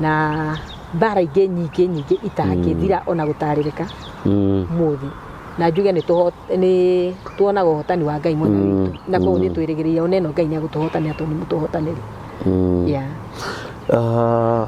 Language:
Kikuyu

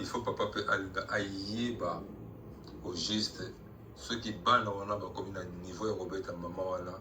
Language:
Lingala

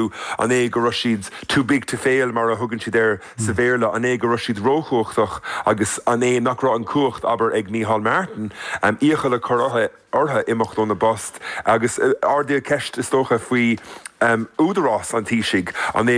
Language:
Irish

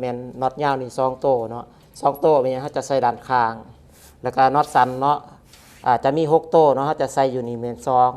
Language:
Lao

